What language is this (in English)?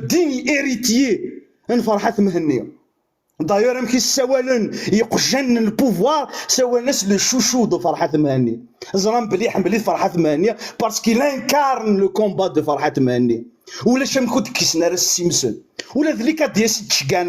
Kabyle